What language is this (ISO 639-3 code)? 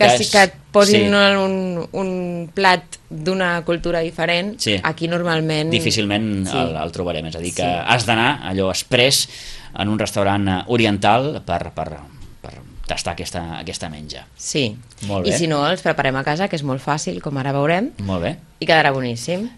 cat